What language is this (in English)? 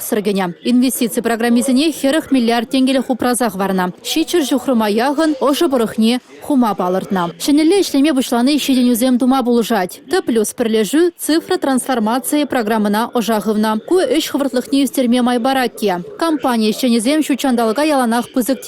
Chuvash